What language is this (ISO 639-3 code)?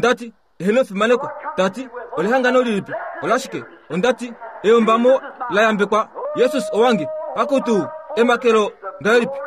kua